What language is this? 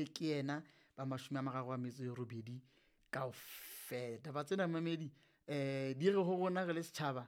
Southern Sotho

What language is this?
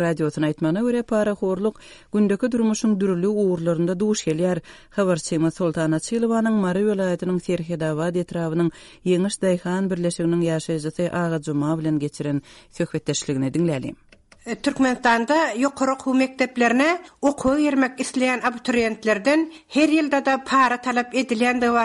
Turkmen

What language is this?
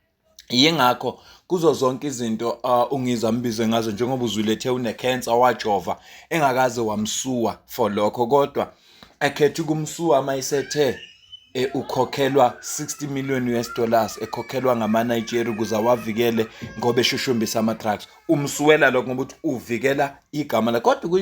Zulu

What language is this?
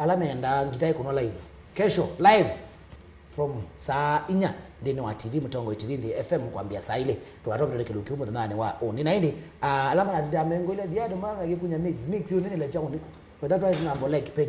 Kamba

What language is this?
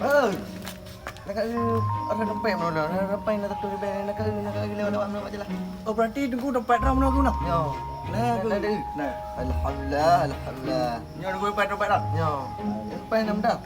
Achinese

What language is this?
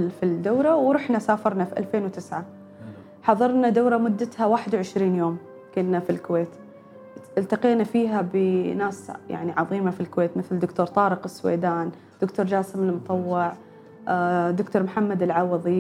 Gulf Arabic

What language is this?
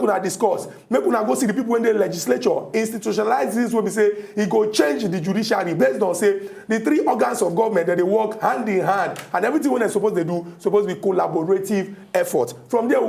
Nigerian Pidgin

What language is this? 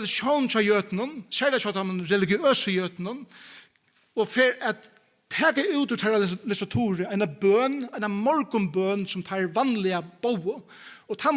Faroese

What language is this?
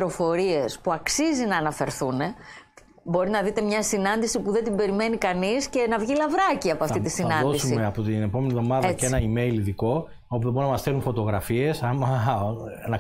Greek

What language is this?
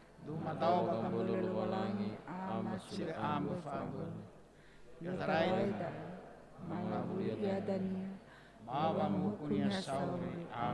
Nias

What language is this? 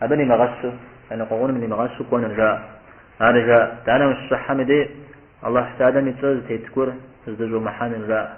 Kabardian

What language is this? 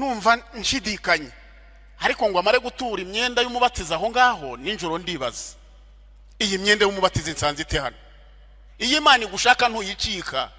Kinyarwanda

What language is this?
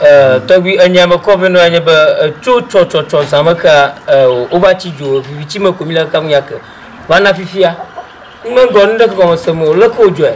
Ewe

